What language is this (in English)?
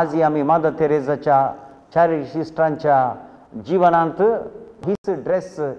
Konkani